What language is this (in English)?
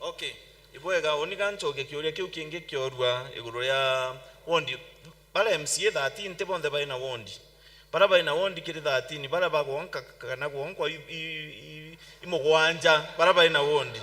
Meru